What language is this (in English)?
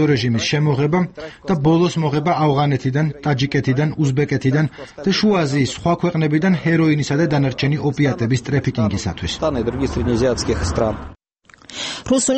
Georgian